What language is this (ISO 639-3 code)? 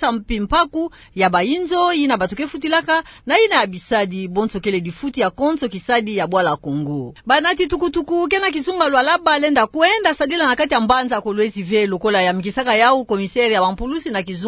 ktu